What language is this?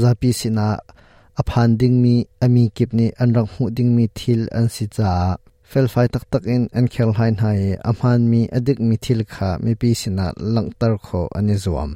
Hakha Chin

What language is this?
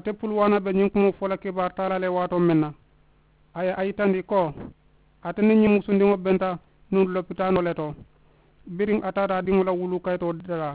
Mandingo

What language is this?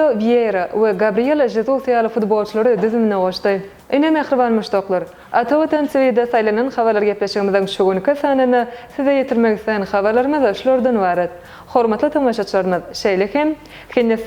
Turkmen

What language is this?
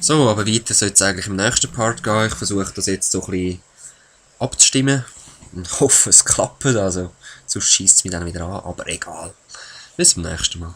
Swiss German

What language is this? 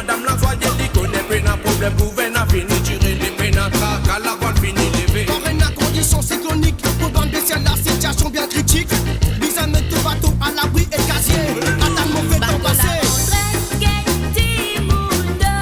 Morisyen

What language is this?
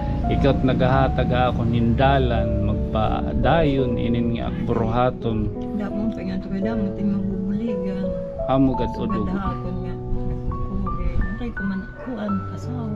Waray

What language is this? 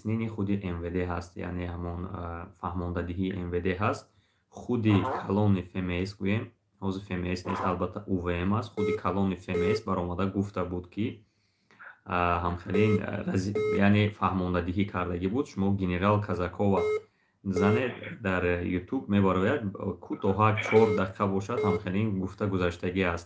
Tajik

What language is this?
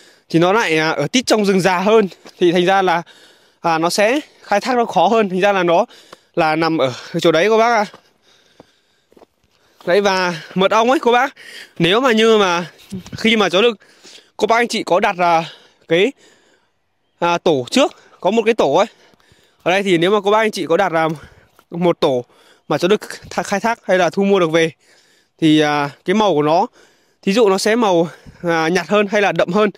Vietnamese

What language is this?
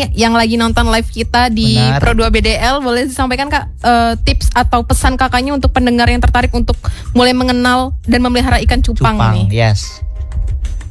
Indonesian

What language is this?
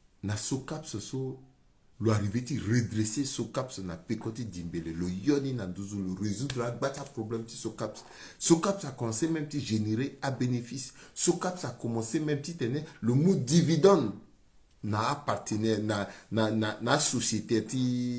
Sango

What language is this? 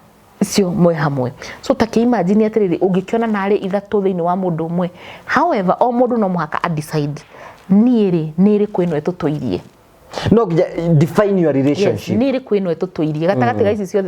Kikuyu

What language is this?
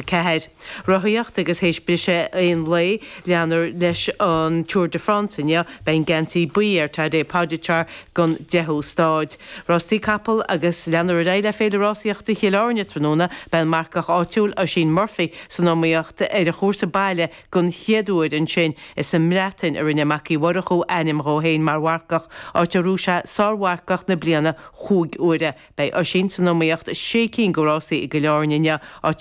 Irish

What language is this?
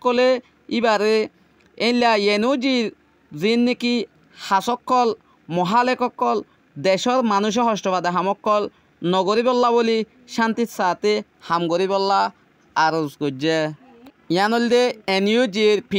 Rohingya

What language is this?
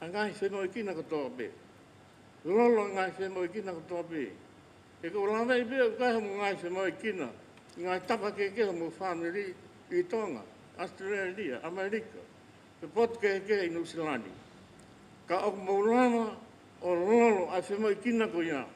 Tongan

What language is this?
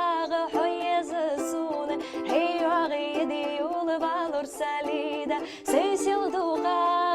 Ingush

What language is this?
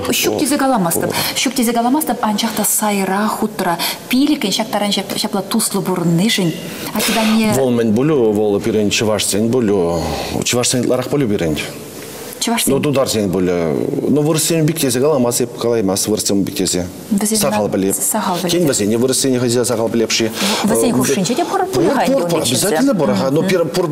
Chuvash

